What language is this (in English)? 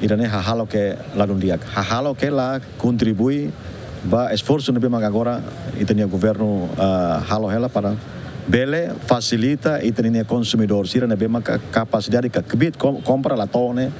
Tetum